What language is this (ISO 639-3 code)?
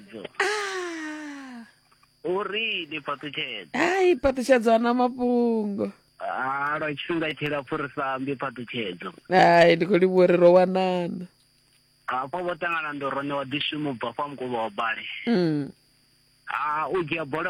ven